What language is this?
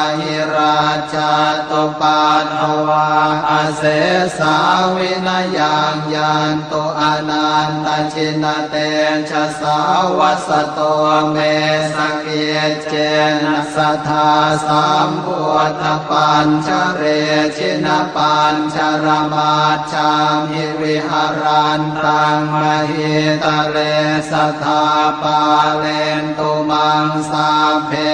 Pali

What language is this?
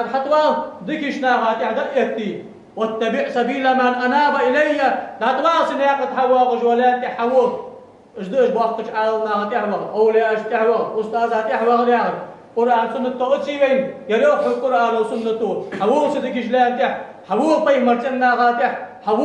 Ingush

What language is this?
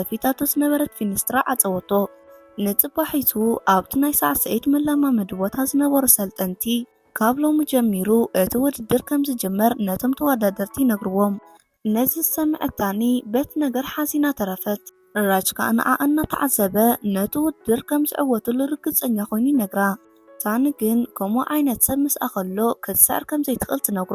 Tigrinya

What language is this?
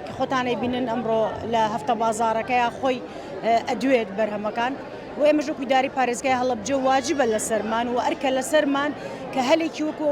Central Kurdish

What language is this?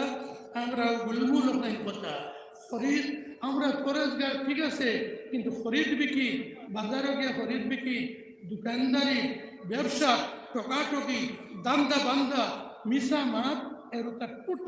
Sylheti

